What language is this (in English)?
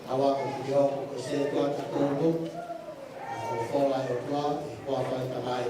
Tongan